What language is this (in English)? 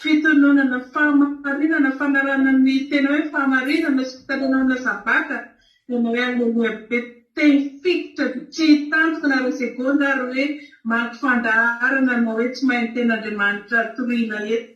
Malagasy